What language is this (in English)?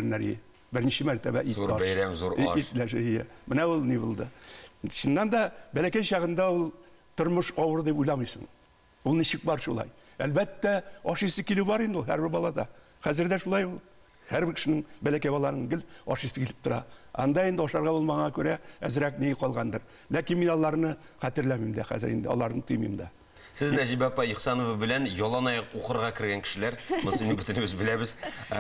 Tatar